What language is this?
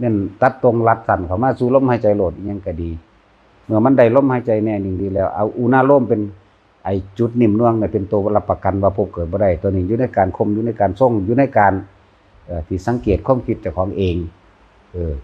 Northeastern Thai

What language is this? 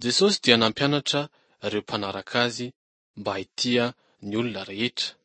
Malagasy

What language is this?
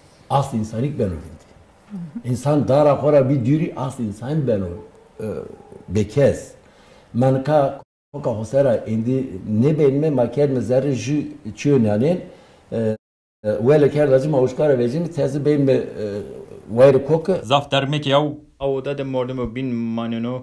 Zaza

